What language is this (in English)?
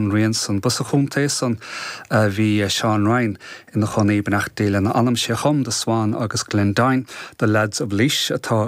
Irish